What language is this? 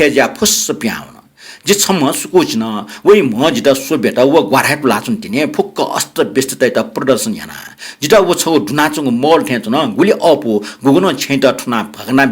Newari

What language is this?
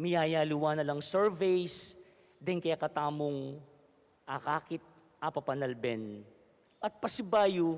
Pampanga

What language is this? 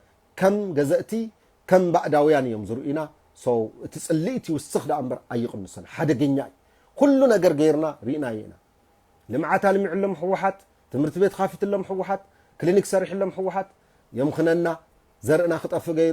Tigrinya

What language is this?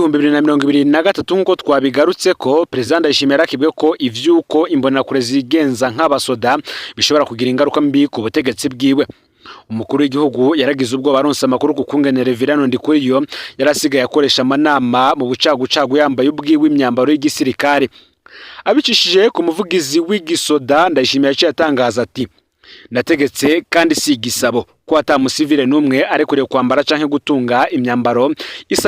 Rundi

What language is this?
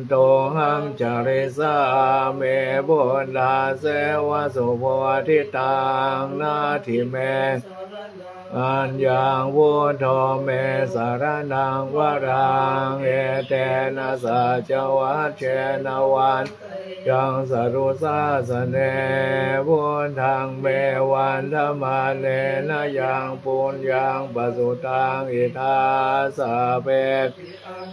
Pali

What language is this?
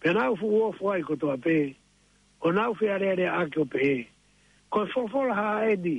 Tongan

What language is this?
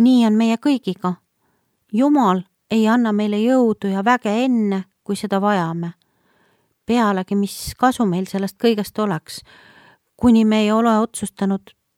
Estonian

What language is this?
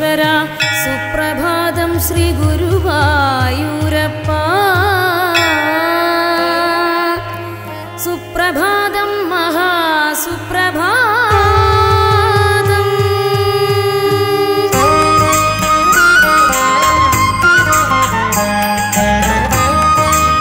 Malayalam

